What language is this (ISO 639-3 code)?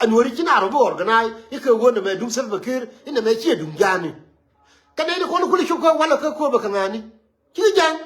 nus